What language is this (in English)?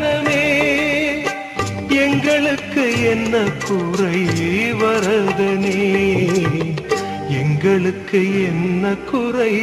Tamil